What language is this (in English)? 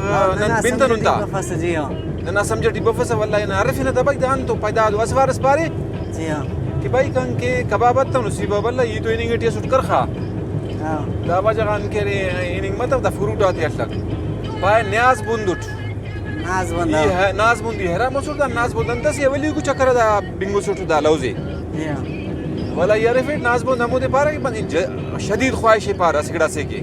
Brahui